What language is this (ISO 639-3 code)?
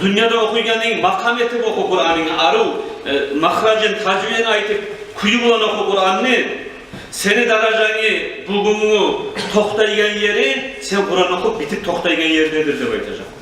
kum